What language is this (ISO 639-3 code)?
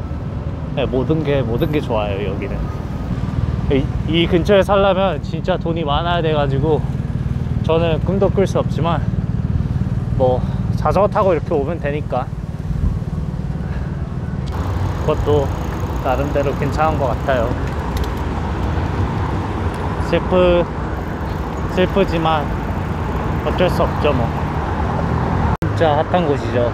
kor